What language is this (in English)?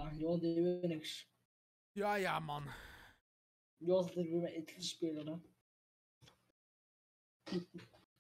Dutch